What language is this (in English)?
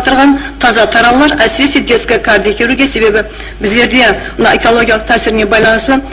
Kara-Kalpak